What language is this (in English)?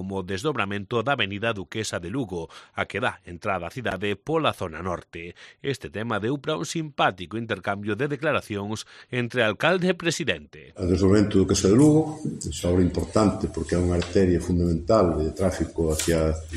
Galician